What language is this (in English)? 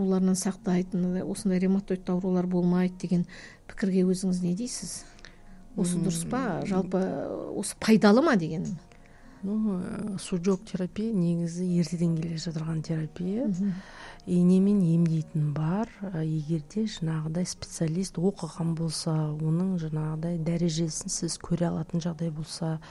Kazakh